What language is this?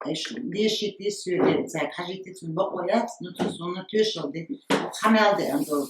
Chechen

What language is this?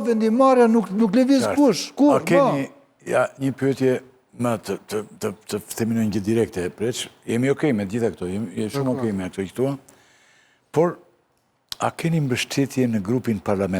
Albanian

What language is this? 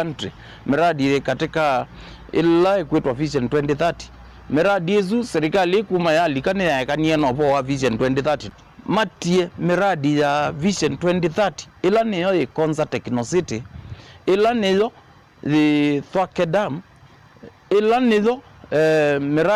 Kamba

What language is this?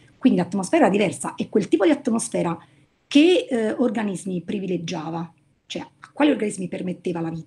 Italian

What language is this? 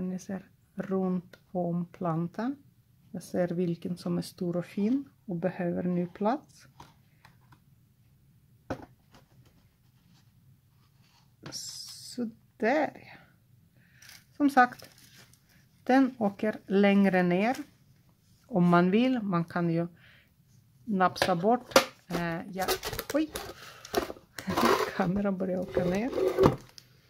Swedish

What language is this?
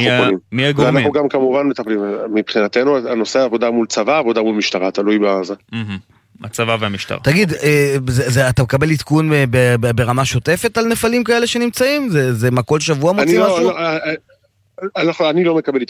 Hebrew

